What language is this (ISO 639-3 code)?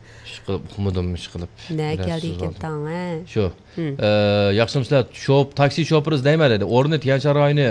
uig